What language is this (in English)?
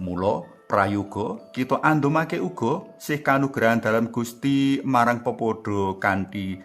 Javanese